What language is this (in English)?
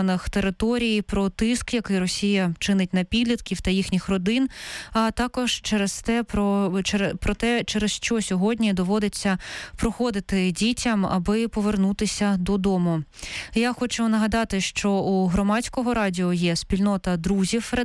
Ukrainian